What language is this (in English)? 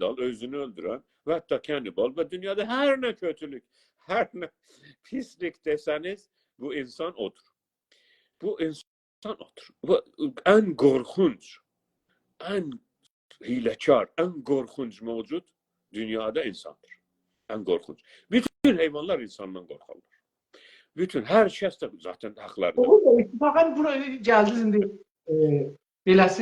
South Azerbaijani